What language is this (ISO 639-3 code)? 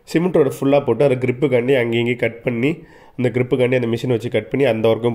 tam